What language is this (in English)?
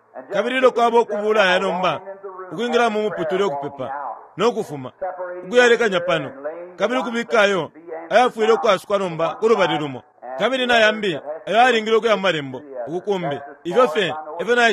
Bemba